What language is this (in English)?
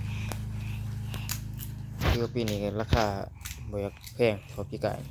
Lao